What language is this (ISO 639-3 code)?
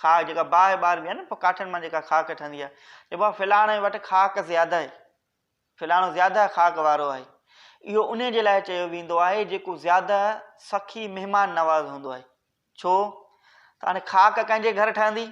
snd